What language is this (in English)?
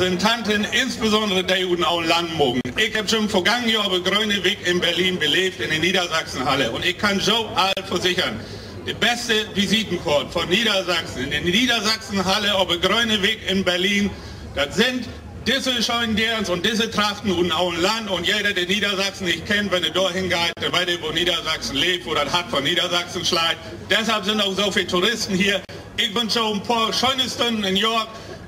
Low German